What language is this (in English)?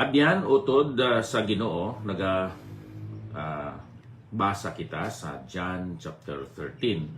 Hiligaynon